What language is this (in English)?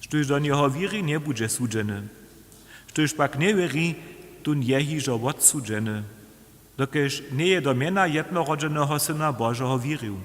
Upper Sorbian